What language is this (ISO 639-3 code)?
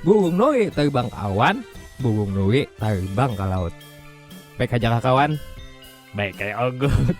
bjn